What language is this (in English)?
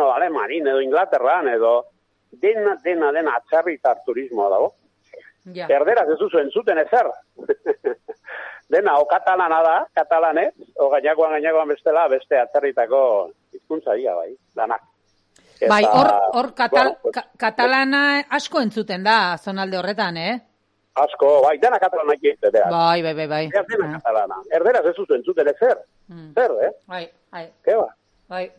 Basque